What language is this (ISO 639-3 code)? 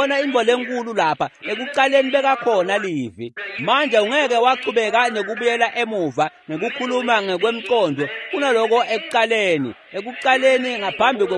ssw